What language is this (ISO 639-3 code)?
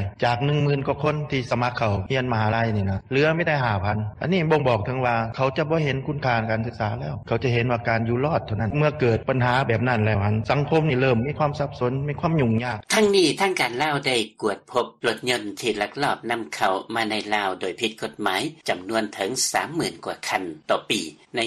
lao